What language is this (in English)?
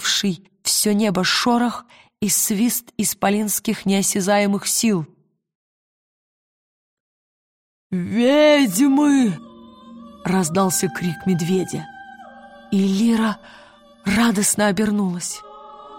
Russian